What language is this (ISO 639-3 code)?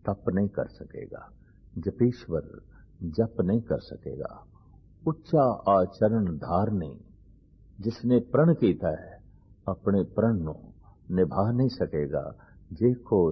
pan